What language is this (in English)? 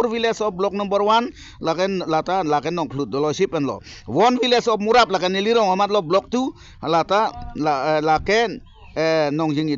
Karbi